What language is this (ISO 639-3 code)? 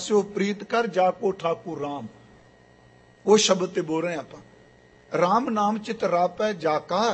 pan